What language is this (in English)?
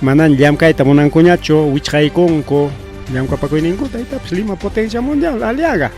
Ayacucho Quechua